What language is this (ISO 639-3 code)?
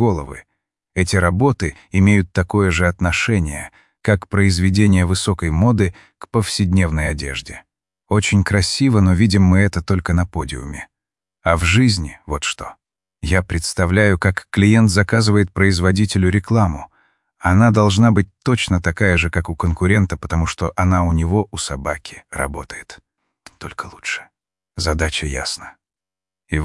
rus